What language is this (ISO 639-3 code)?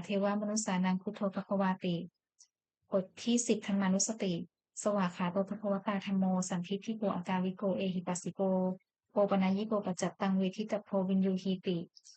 pli